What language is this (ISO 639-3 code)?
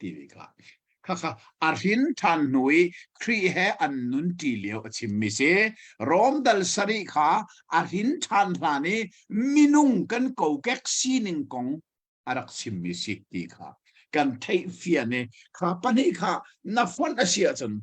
cnh